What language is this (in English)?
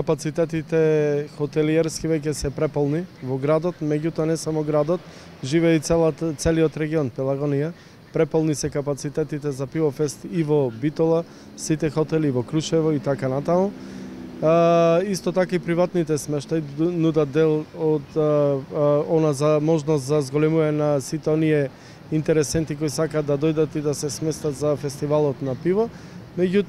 Macedonian